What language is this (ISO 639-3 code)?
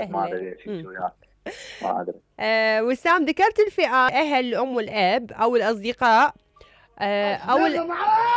acm